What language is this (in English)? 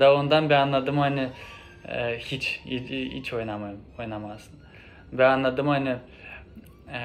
Gagauz